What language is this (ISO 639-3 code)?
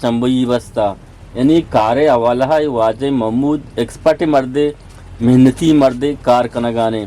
bgp